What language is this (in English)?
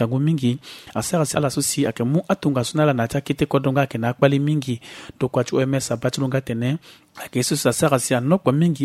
Sango